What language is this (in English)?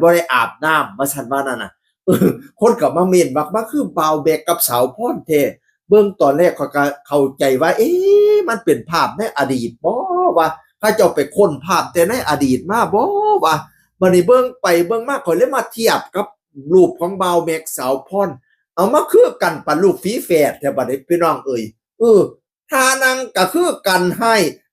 Northeastern Thai